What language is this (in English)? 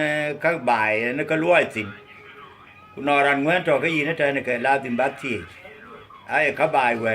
Dinka